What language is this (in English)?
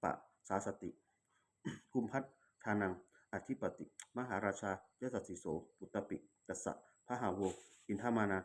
Pali